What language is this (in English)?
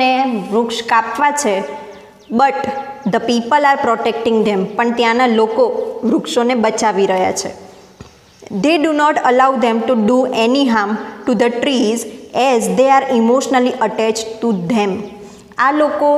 Gujarati